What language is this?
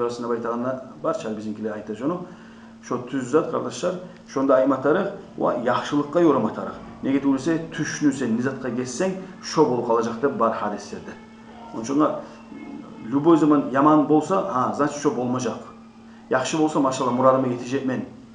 Kumyk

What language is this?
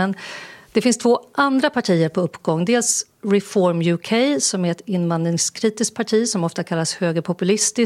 Swedish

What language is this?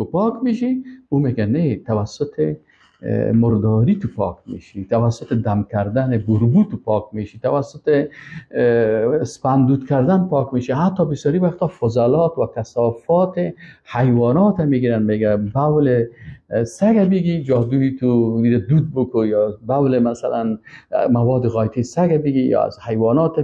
Persian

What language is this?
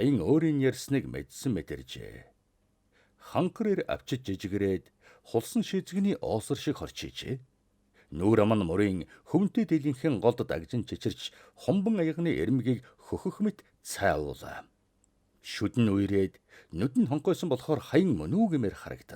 Mongolian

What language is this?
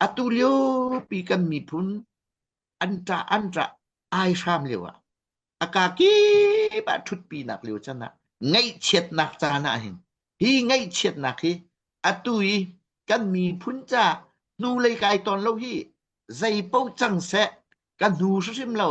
Hakha Chin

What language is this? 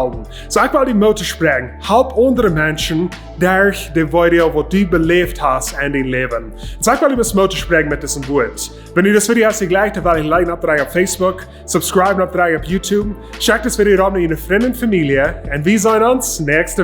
Plautdietsch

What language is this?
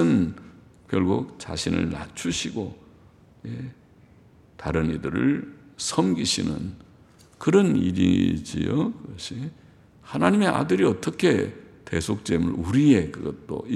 Korean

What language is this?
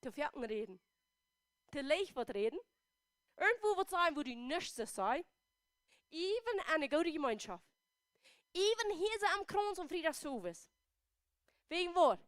Plautdietsch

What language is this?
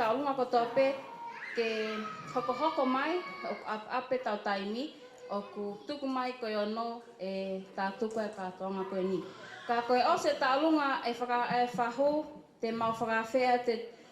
Tongan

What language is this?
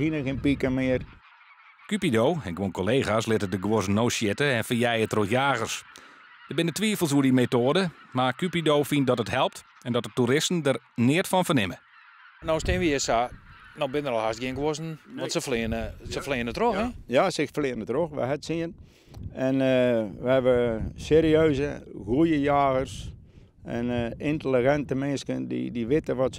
Western Frisian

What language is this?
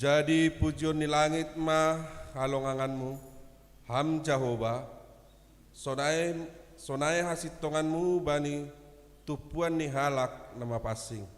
Batak Simalungun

